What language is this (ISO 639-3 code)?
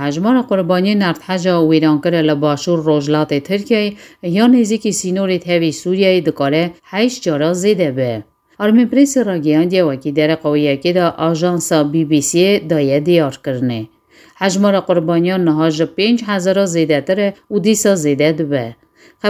kur